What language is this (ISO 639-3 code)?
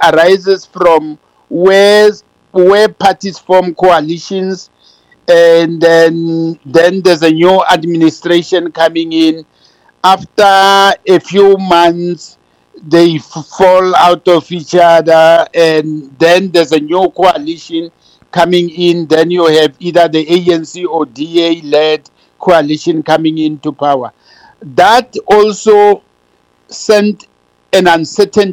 eng